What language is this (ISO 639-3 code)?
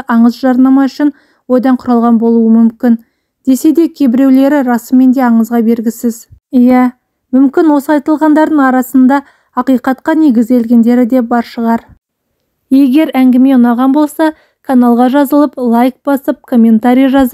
kaz